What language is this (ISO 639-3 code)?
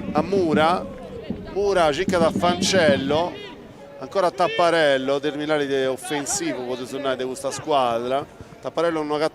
srd